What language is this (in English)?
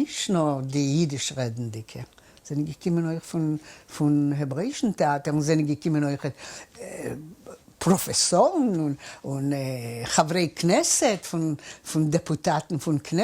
Yiddish